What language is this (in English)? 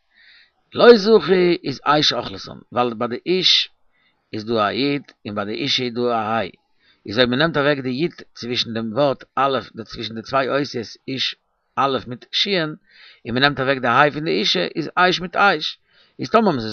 Yiddish